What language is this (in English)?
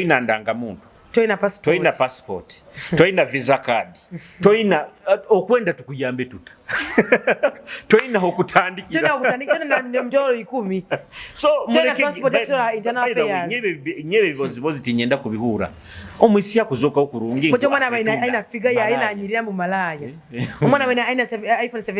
Nyoro